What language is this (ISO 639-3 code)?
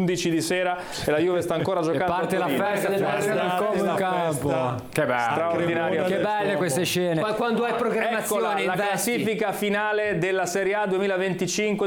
ita